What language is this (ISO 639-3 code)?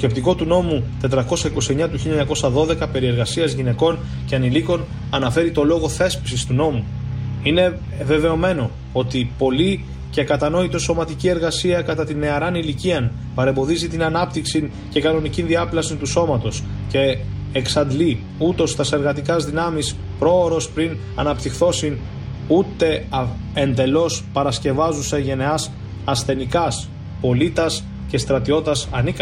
ell